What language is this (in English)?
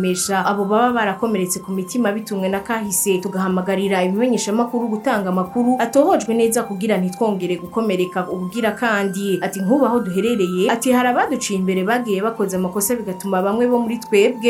Rundi